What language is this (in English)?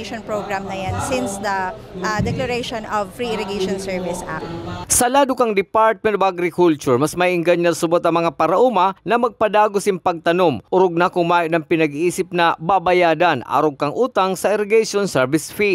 Bikol